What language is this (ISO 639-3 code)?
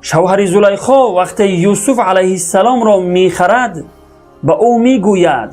tgk